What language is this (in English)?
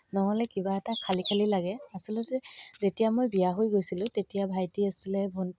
Assamese